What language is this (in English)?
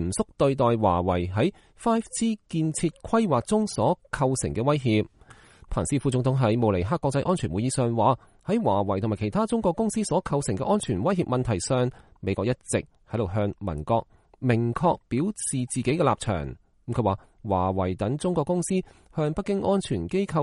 Cantonese